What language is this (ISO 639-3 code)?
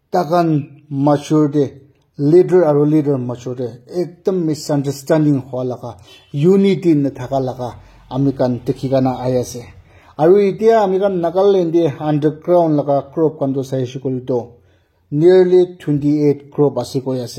nag